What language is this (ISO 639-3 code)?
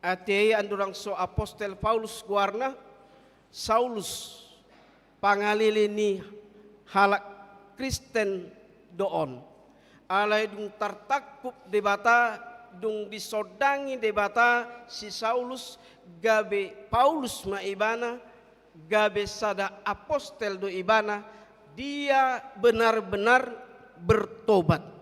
bbc